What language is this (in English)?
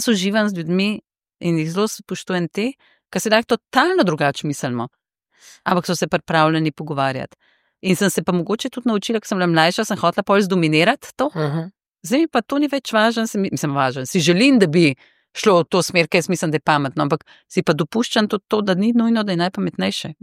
Slovenian